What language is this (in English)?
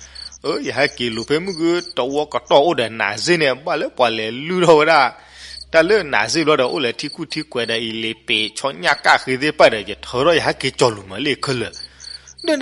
S'gaw Karen